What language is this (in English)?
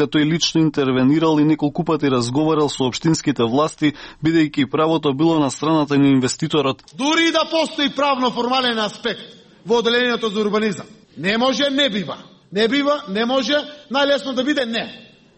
Macedonian